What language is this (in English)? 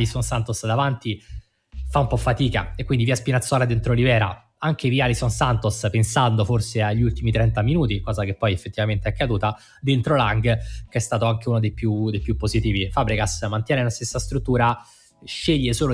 Italian